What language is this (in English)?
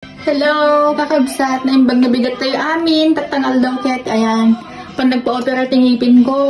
Iloko